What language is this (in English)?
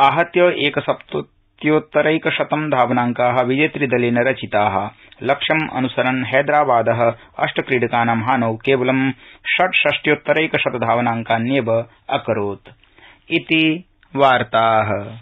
Sanskrit